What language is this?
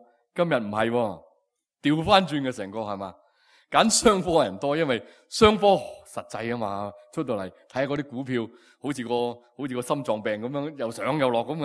Cantonese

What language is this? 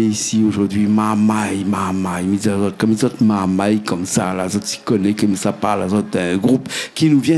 Réunion Creole French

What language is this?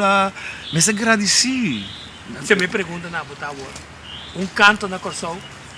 Papiamento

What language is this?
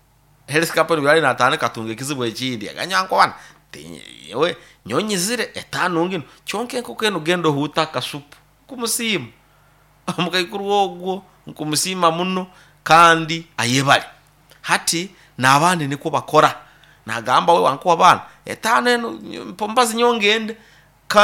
Nyoro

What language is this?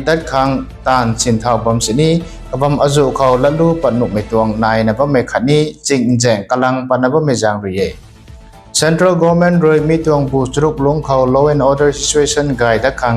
Rongmei Naga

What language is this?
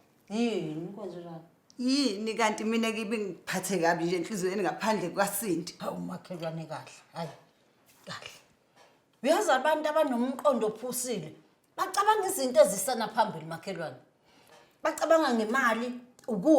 Zulu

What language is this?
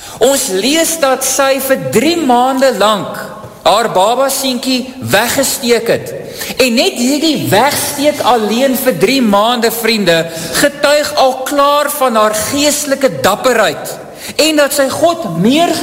Afrikaans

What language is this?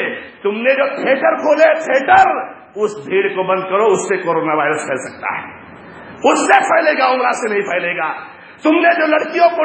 Urdu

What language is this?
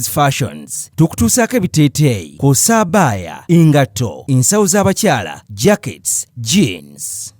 Ganda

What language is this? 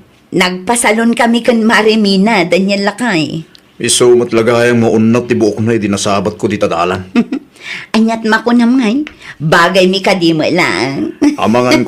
Iloko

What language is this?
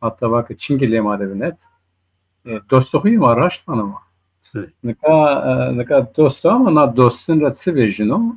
Zaza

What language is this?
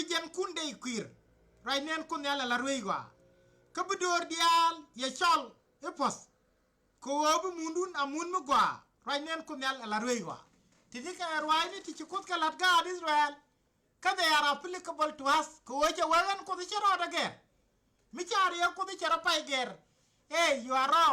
Nuer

